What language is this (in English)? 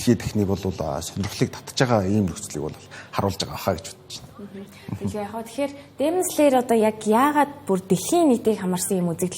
Mongolian